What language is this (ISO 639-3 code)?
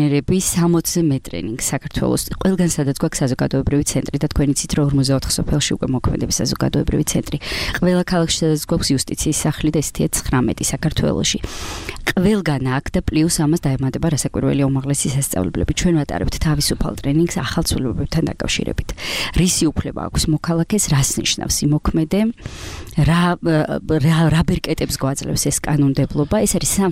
kat